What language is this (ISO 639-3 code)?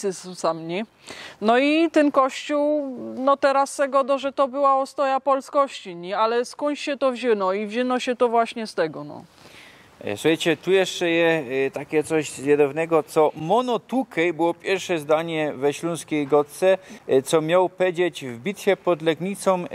szl